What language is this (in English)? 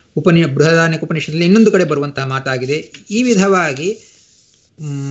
Kannada